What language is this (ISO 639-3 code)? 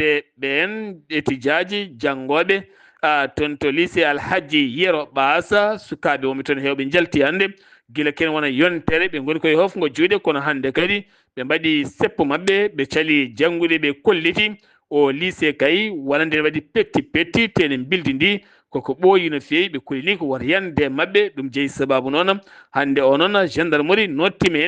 ful